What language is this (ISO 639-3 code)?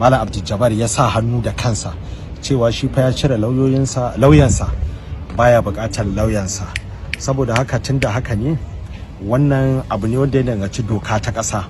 hau